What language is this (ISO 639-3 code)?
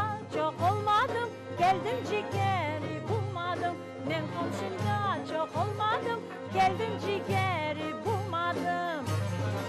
crh